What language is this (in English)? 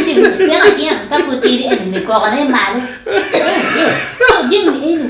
Acoli